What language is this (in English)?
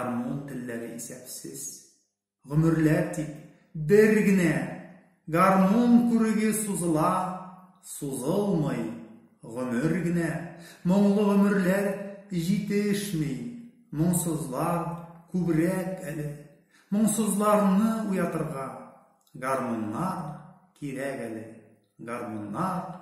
Tatar